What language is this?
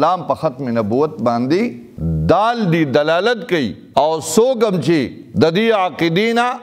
Pashto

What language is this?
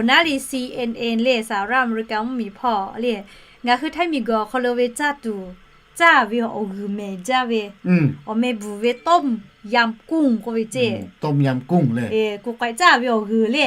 Lahu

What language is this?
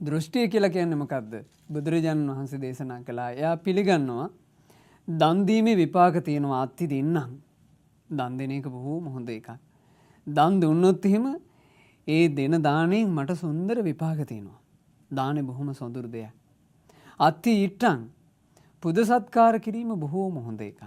Sinhala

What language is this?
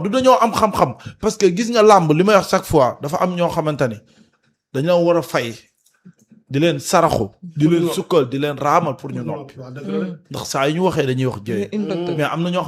Wolof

